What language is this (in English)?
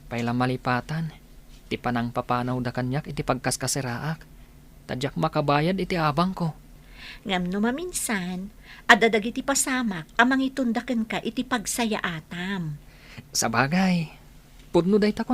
Iloko